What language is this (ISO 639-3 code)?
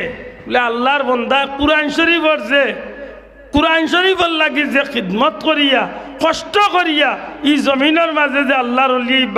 syl